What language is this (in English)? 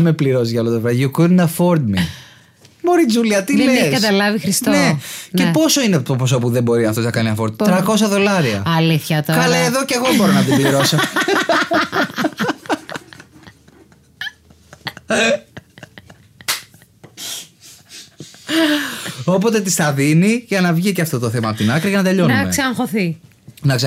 Greek